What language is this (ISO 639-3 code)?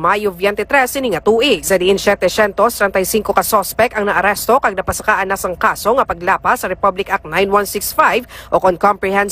hil